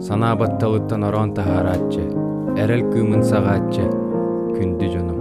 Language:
Yakut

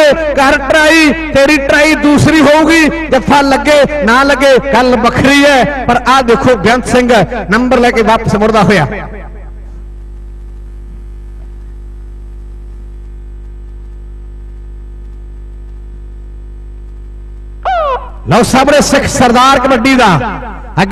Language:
Punjabi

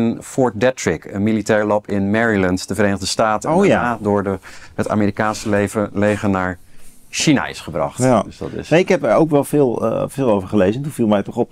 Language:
Dutch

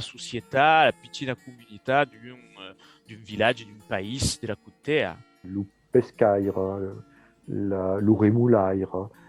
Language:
Occitan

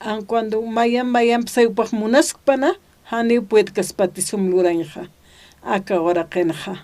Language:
Aymara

